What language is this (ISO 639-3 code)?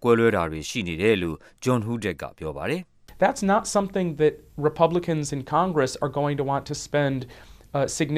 mya